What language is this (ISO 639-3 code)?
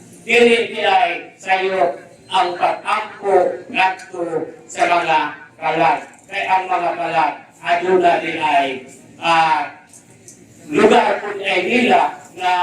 ceb